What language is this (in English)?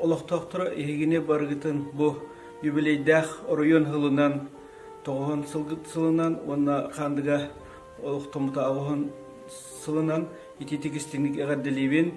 Yakut